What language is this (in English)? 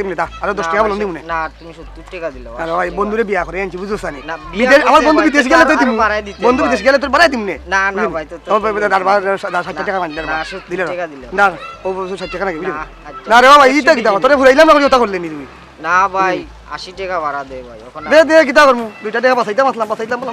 Sylheti